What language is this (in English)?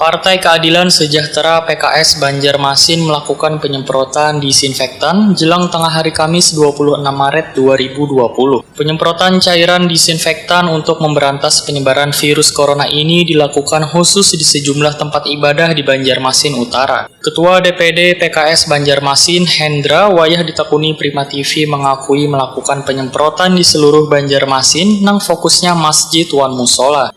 Banjar